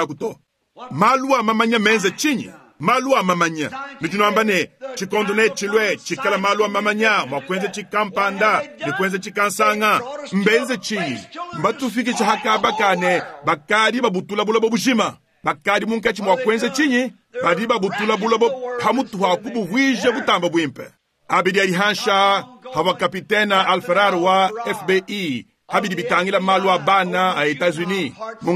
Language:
Luba-Lulua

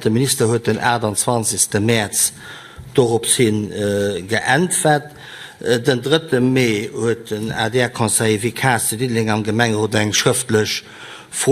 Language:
Luxembourgish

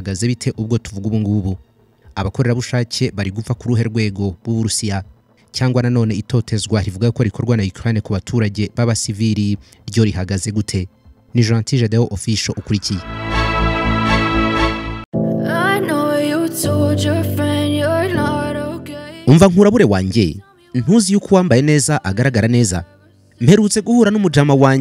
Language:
Kinyarwanda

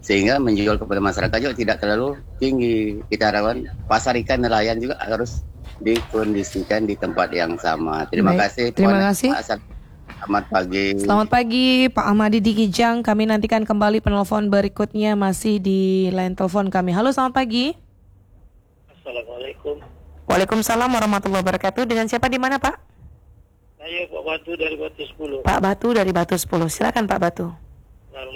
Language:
Indonesian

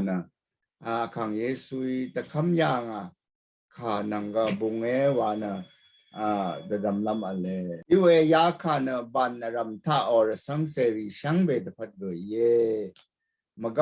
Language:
Rawang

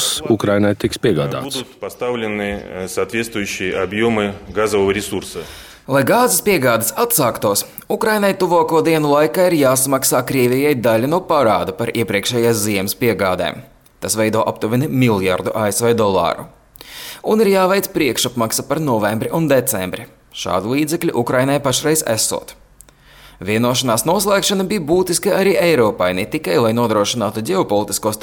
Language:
Latvian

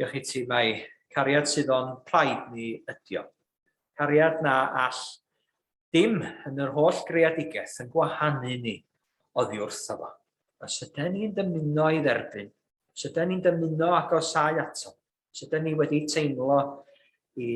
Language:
Welsh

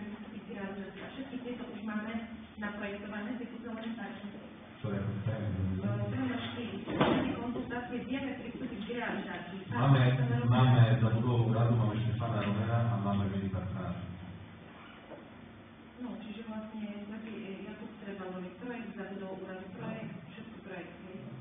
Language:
Slovak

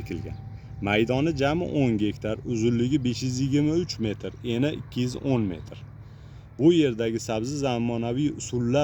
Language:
Uzbek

